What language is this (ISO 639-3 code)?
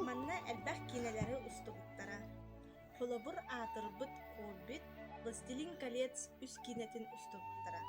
sah